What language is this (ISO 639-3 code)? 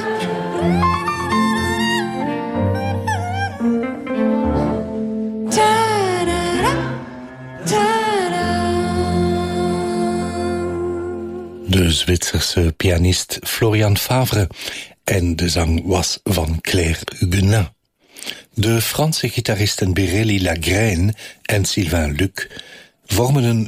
nld